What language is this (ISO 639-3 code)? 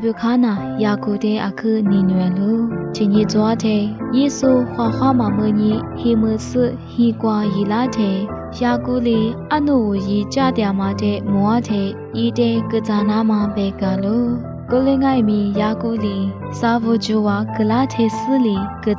lis